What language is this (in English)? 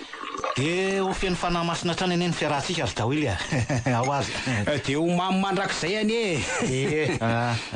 Malagasy